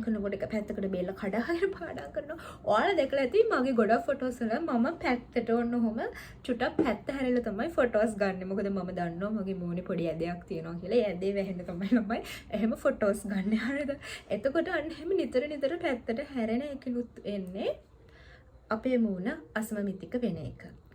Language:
Sinhala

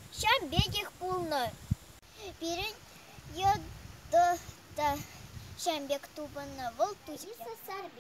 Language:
Chuvash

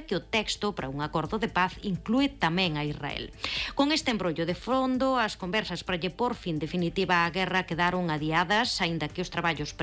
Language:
Galician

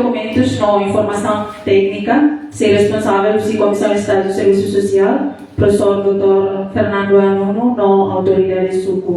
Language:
Tetum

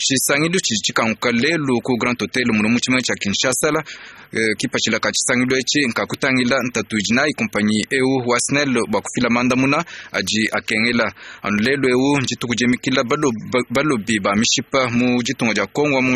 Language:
Luba-Lulua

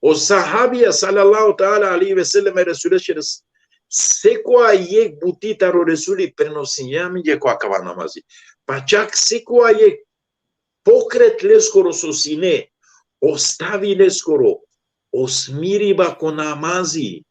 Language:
Balkan Romani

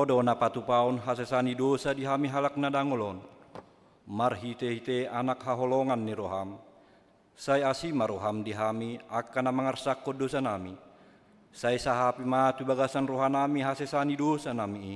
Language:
Batak Toba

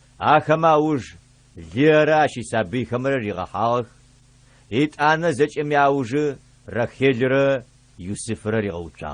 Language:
Adyghe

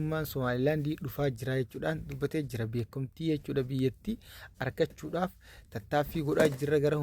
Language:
Oromo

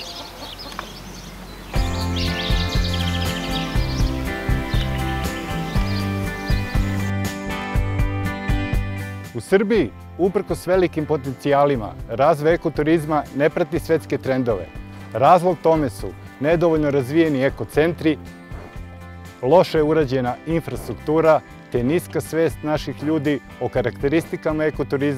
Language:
Serbian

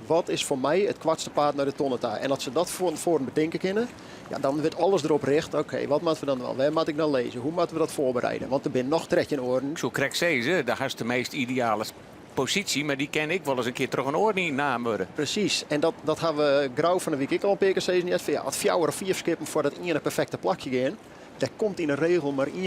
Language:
Western Frisian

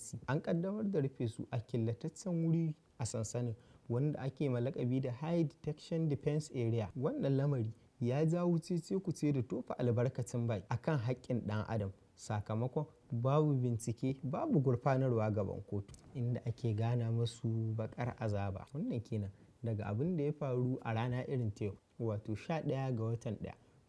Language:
Hausa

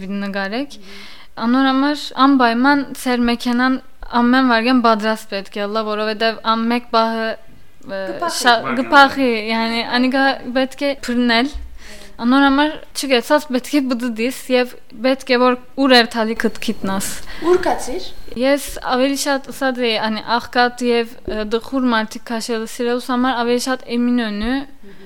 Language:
Armenian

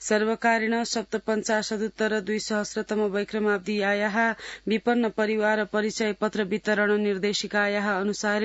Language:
Sanskrit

